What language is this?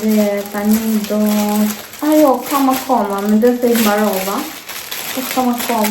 Albanian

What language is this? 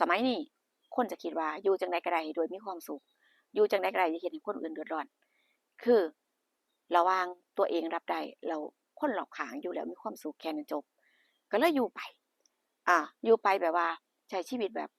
Northeastern Thai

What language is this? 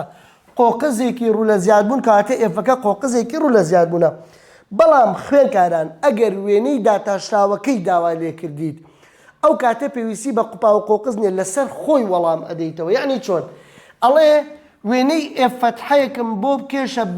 Central Kurdish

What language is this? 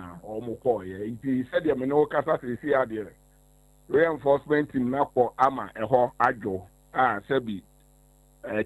Akan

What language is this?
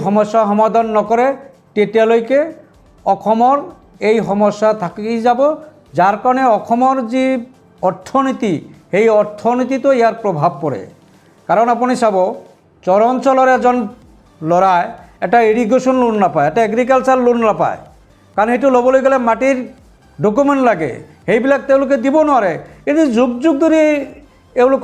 Assamese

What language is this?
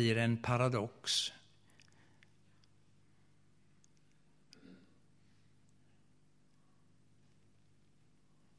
Swedish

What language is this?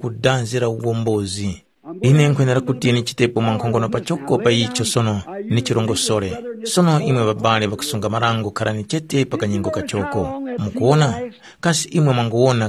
Tumbuka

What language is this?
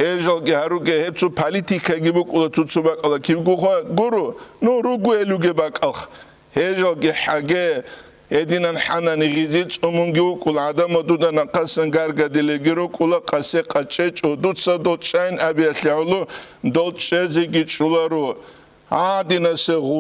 Avaric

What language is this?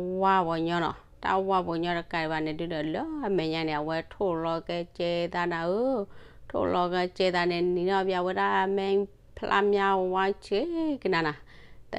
S'gaw Karen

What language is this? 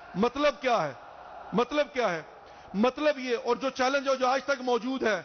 Urdu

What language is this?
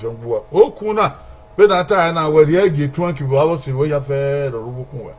Bini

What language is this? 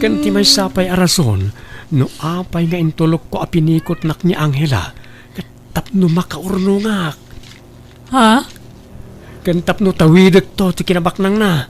Iloko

